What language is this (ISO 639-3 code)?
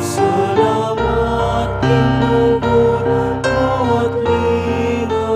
pam